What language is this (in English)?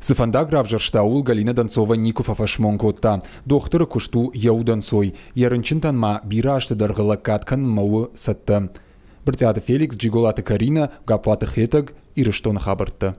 Ossetic